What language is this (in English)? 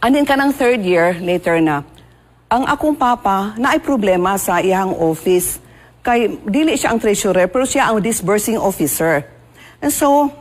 Cebuano